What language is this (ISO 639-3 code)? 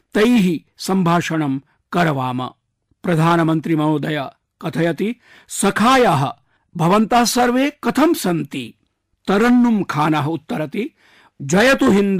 san